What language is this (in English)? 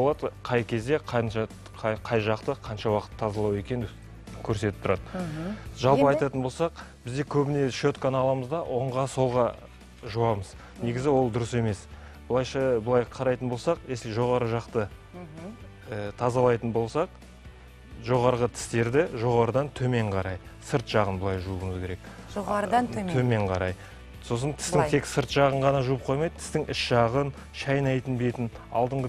Kazakh